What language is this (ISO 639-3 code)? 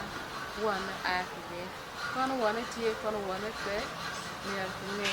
ach